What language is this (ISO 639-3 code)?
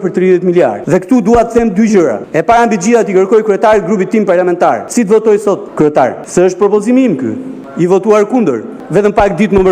sqi